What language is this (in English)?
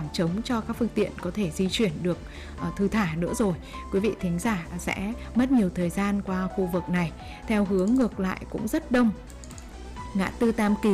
Vietnamese